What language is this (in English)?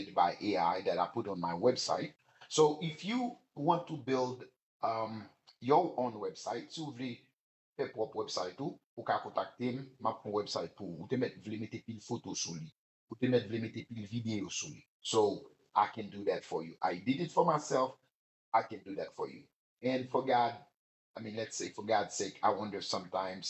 Haitian Creole